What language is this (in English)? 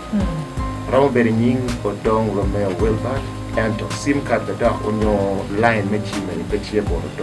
Acoli